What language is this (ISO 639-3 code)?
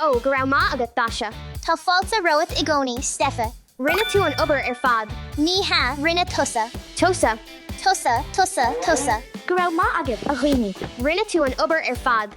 gle